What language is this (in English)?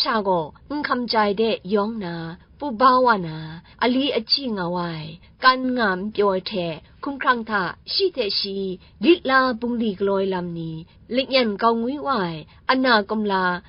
Kachin